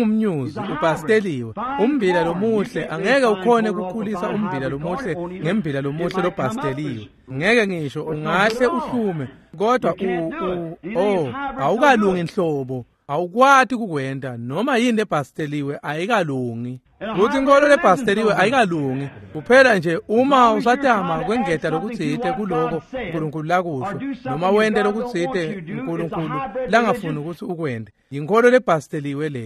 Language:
Swati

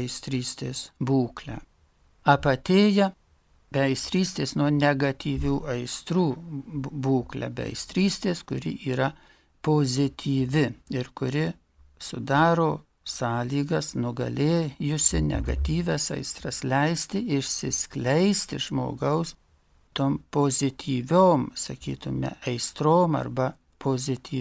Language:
Lithuanian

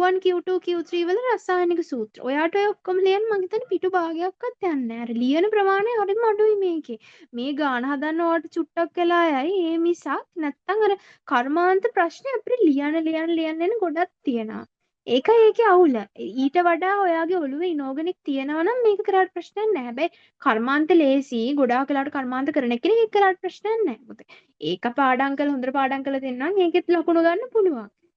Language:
Sinhala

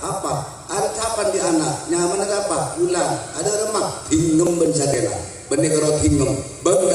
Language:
Madurese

